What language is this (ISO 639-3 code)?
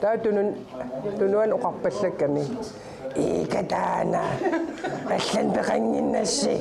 kal